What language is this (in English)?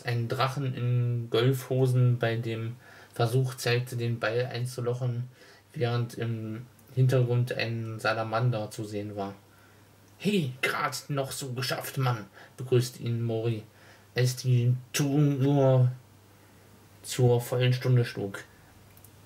German